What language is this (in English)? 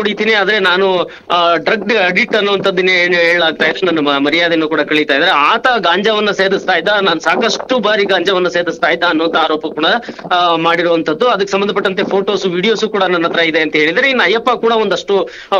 Kannada